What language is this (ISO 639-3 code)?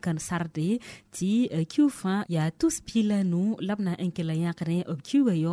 mos